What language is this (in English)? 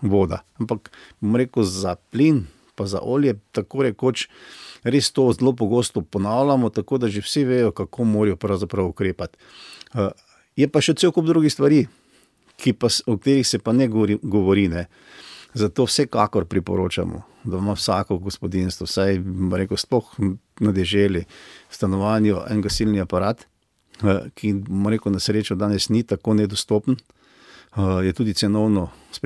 Slovenian